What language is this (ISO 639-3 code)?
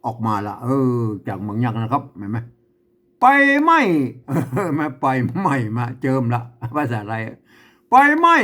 nod